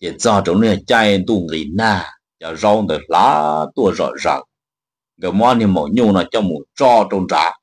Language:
Hmong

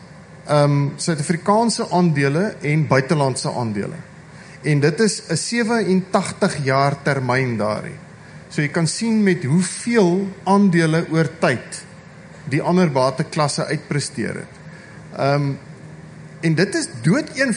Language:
Afrikaans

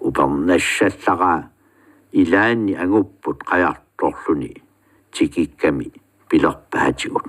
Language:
Kalaallisut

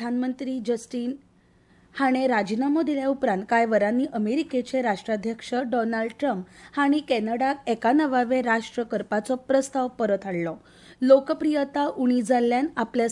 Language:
Konkani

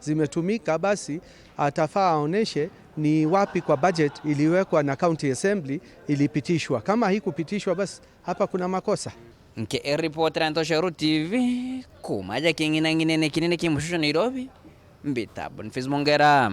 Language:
Meru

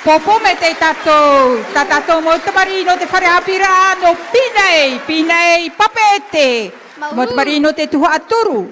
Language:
Tahitian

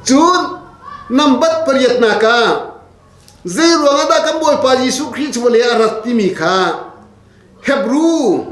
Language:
Hakha Chin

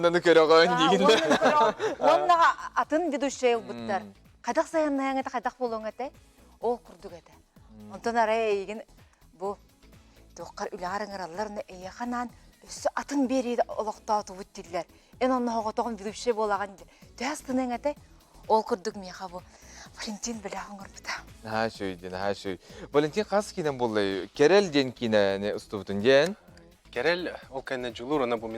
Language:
Yakut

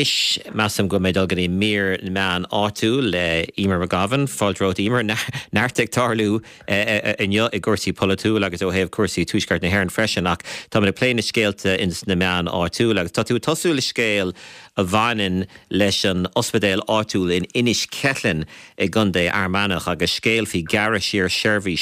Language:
Irish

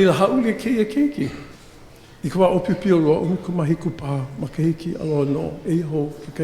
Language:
Hawaiian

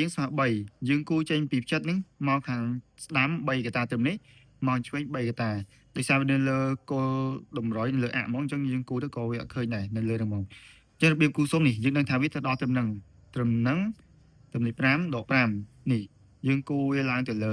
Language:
Khmer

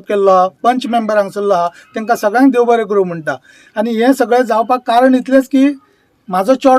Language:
Konkani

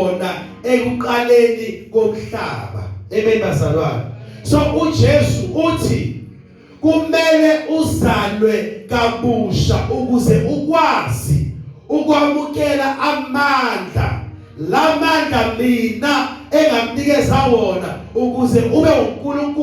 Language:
Zulu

